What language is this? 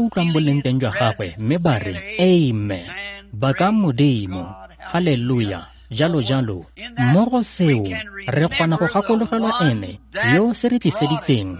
Tswana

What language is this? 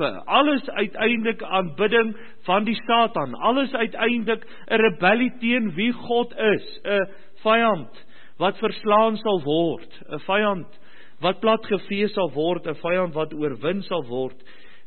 Afrikaans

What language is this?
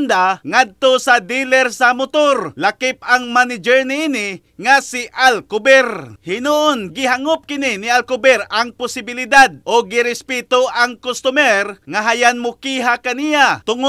Cebuano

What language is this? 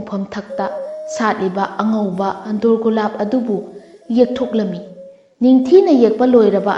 Manipuri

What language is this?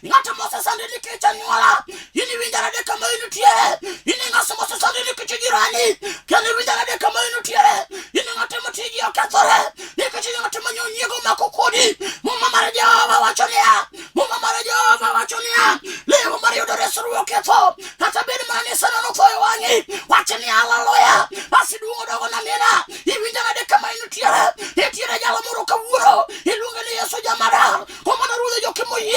Luo (Kenya and Tanzania)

